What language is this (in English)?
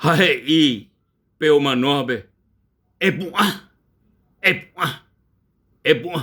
Guarani